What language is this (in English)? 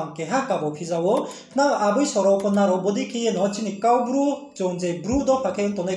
Riang (India)